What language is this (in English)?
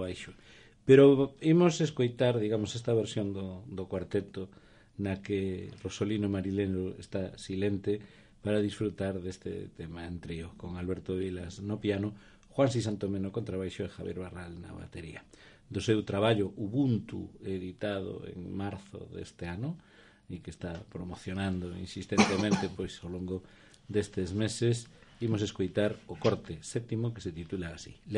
Galician